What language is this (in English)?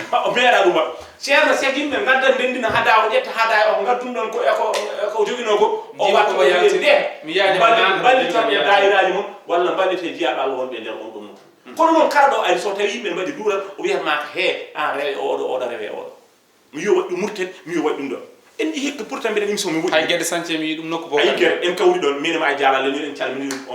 Fula